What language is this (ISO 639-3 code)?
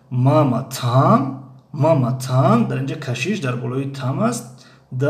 tgk